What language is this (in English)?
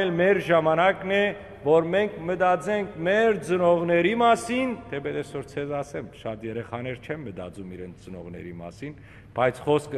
Western Armenian